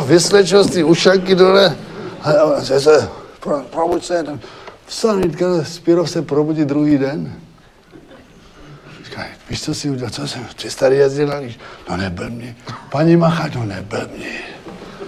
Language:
Czech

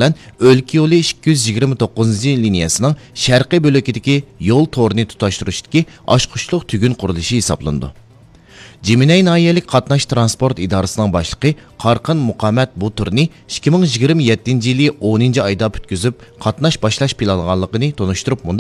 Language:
Uyghur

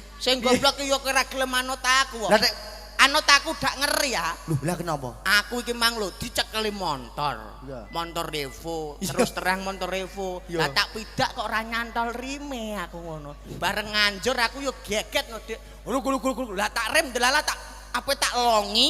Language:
Javanese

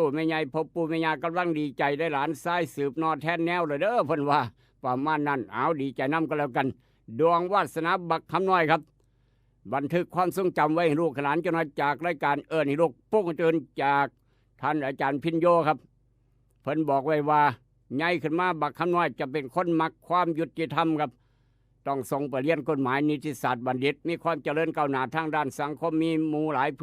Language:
Northeastern Thai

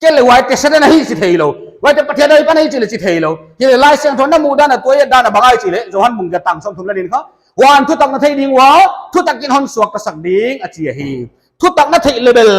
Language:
Paite Chin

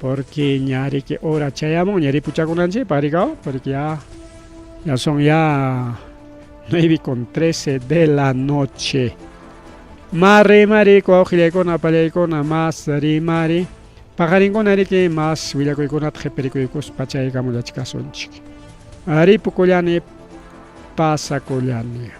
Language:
Ayacucho Quechua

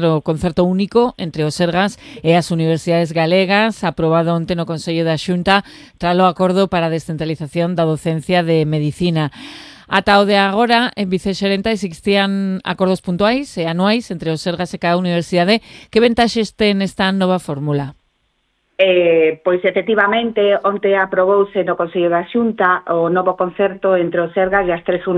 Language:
Galician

